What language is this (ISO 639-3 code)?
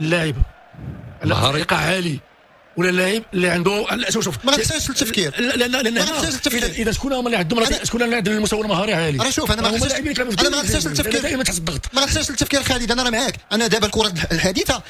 ary